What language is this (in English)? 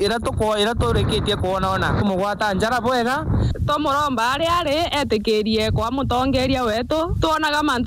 Meru